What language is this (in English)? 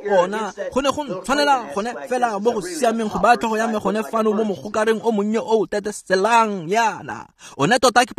Tswana